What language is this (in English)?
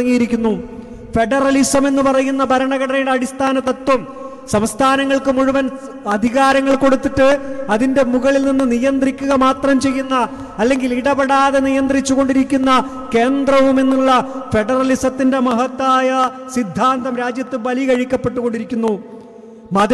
Malayalam